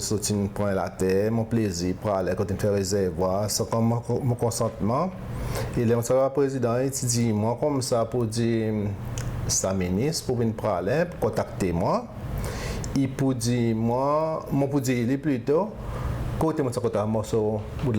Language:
Seselwa Creole French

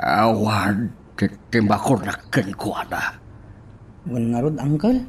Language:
Iloko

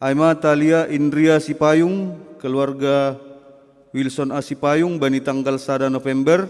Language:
Batak Simalungun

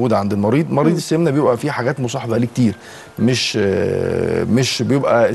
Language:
Egyptian Arabic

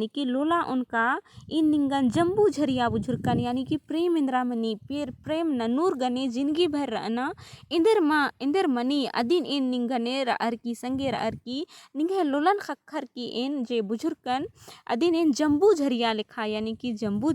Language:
Kurukh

